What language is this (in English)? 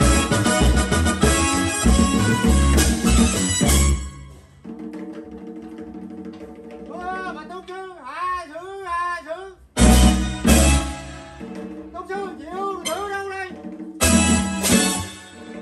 Vietnamese